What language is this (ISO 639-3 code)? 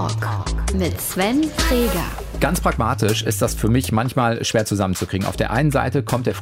deu